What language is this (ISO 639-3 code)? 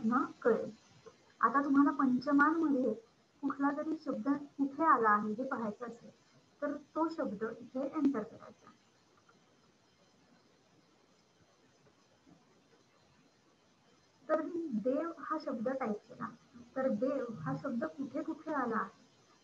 mar